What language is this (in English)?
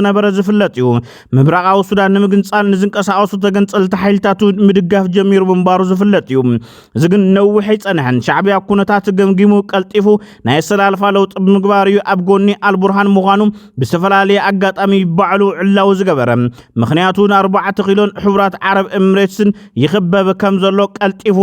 Tigrinya